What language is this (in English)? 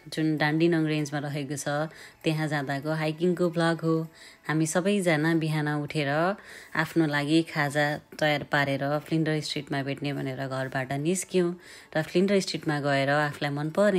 Nepali